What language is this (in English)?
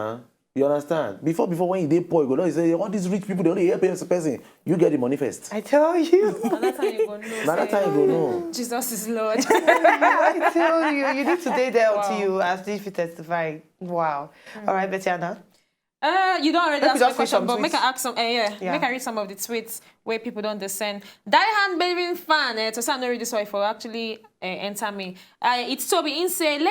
Nigerian Pidgin